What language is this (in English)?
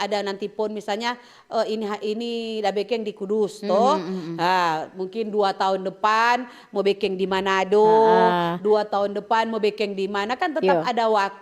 Manado Malay